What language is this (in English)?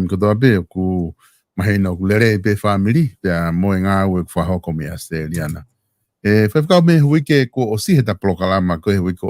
Tongan